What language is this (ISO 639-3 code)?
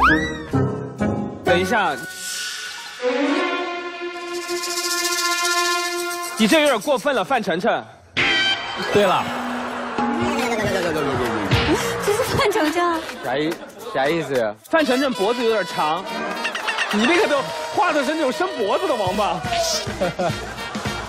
zho